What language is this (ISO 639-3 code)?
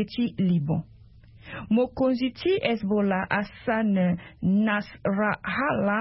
sag